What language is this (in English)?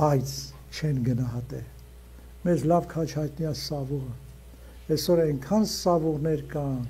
Armenian